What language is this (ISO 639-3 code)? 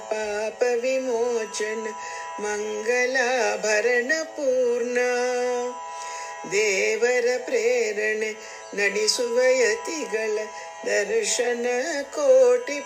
kan